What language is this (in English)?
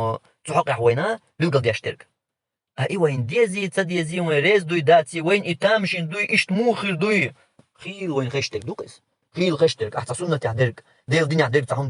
Chechen